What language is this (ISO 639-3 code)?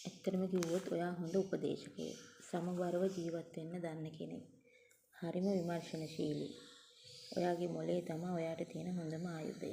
sin